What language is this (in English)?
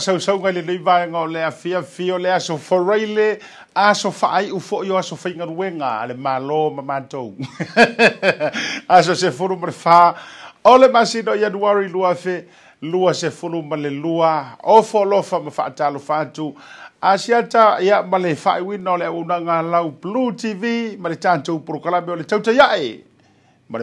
Samoan